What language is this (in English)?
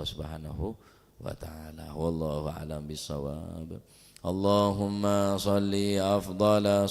Madurese